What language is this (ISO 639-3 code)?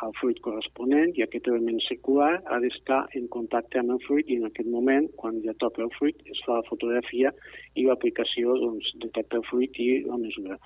cat